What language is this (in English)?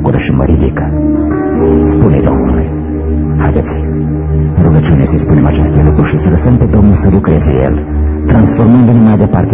Romanian